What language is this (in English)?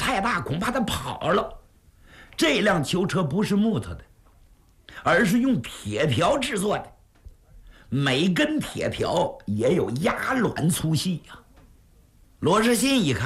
Chinese